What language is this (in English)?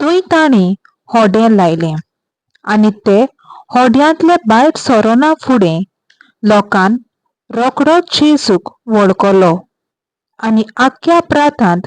Konkani